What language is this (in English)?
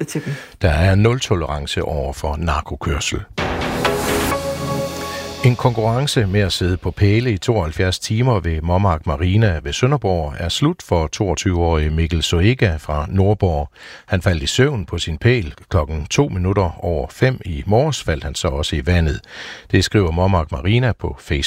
Danish